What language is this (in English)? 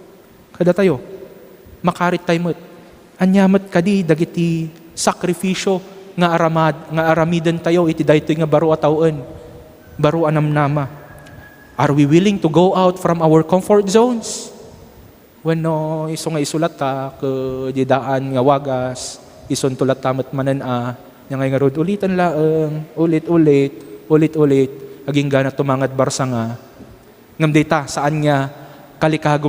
Iloko